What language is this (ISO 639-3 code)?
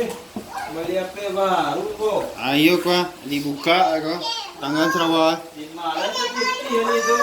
min